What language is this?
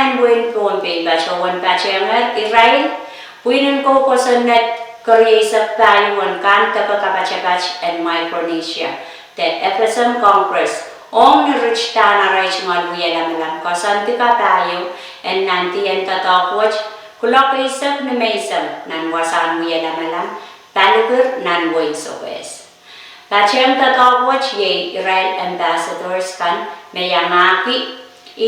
Pohnpeian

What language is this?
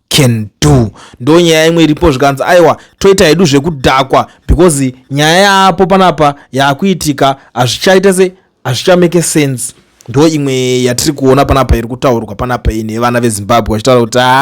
Shona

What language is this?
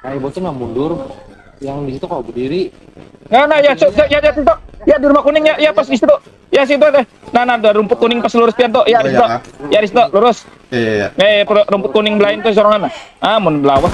Banjar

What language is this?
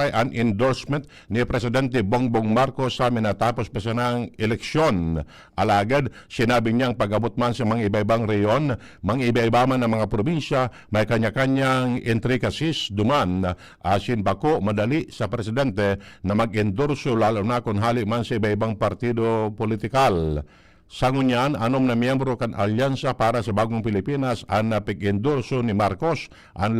Bikol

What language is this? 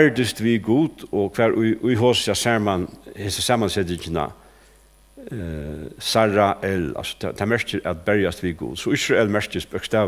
Faroese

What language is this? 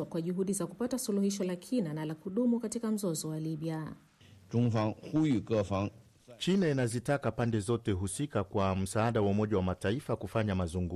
Swahili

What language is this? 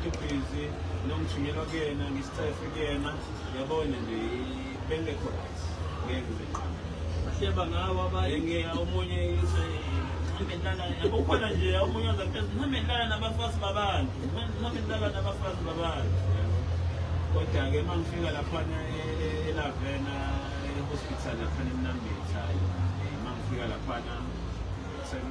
Zulu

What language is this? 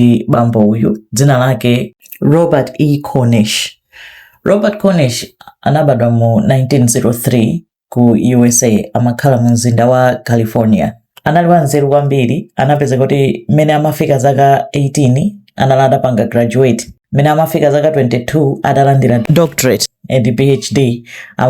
Nyanja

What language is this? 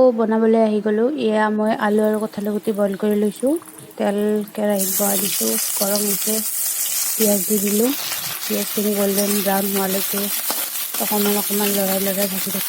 Assamese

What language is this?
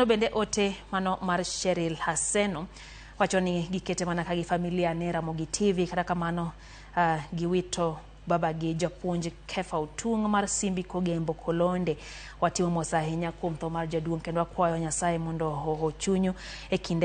Luo (Kenya and Tanzania)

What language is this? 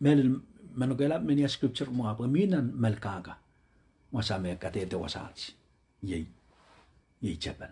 Pohnpeian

